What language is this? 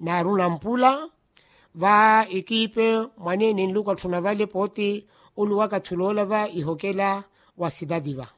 Makhuwa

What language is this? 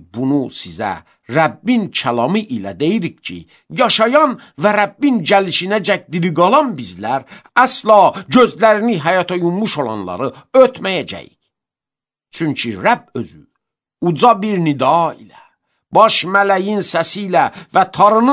Azerbaijani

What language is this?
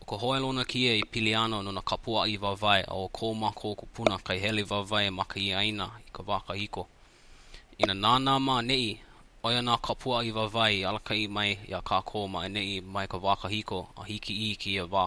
Hawaiian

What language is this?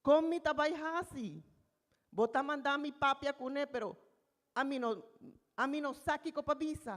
Papiamento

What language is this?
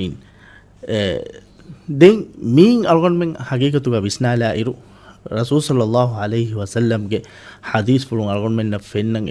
Divehi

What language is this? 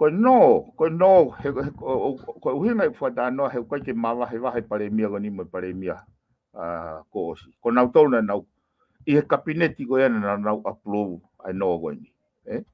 Tongan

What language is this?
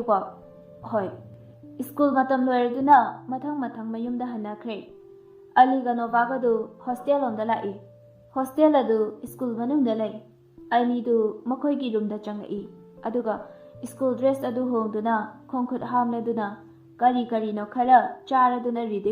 Manipuri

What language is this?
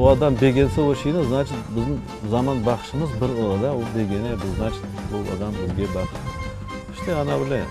Crimean Tatar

